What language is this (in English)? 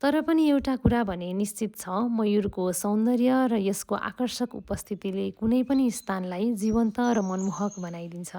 Nepali